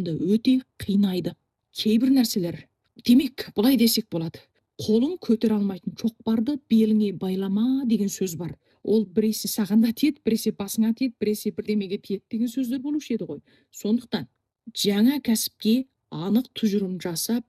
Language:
Kazakh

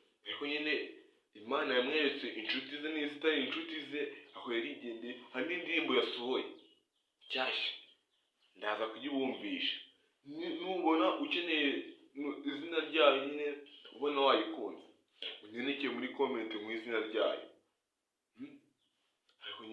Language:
Kinyarwanda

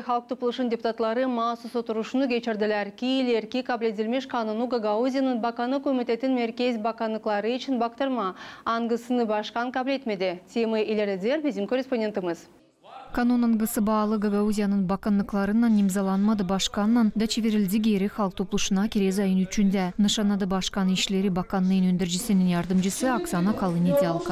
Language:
Gagauz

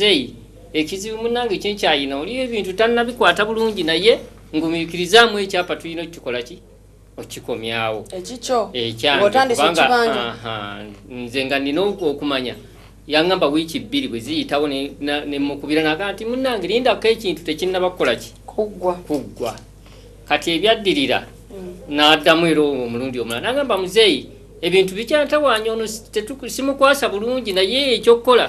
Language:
Ganda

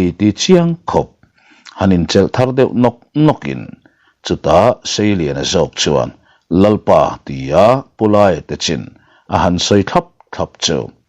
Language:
Mizo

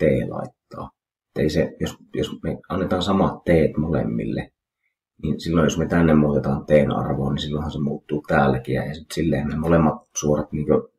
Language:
Finnish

